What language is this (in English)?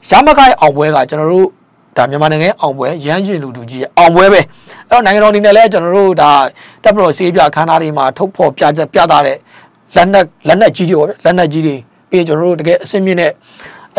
Burmese